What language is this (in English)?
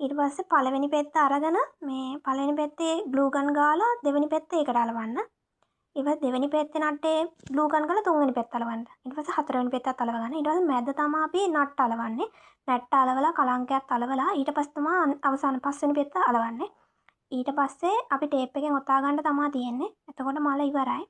Sinhala